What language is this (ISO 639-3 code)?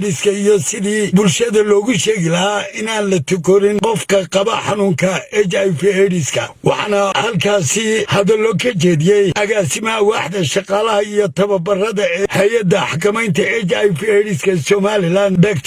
som